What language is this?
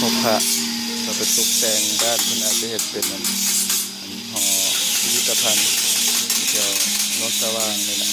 Lao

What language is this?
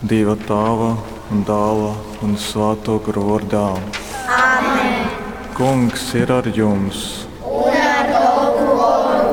Latgalian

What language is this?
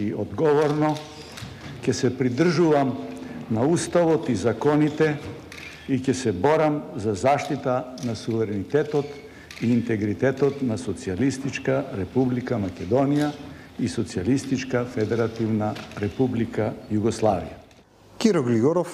Macedonian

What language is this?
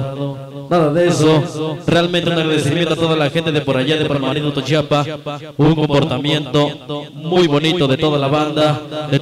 Spanish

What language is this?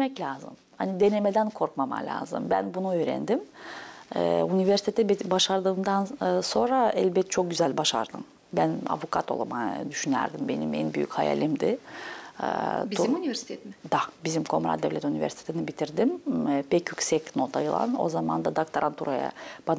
Gagauz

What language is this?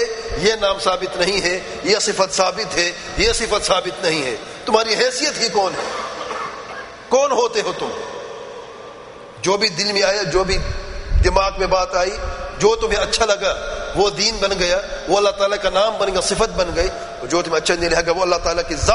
Urdu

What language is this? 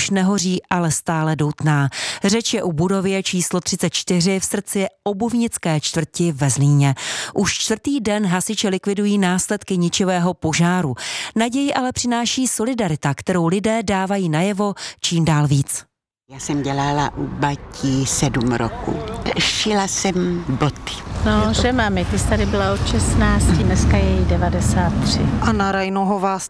Czech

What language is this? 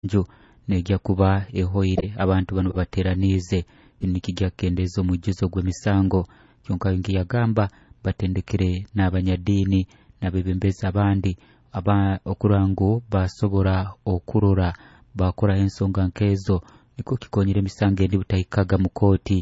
Nyoro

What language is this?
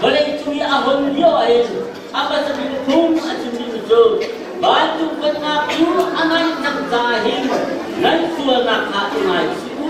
Hakha Chin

